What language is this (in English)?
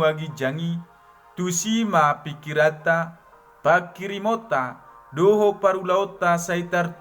Batak Toba